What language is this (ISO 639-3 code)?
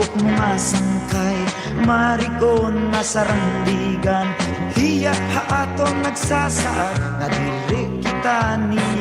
war